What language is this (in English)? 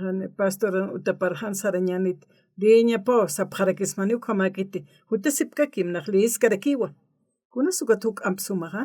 Aymara